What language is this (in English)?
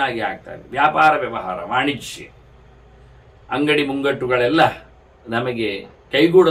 Kannada